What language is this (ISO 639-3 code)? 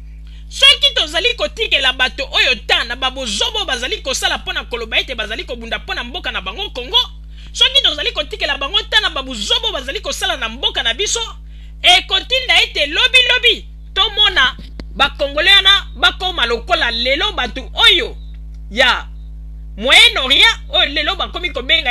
lin